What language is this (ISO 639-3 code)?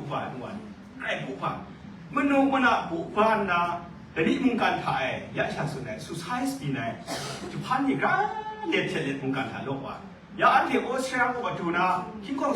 kac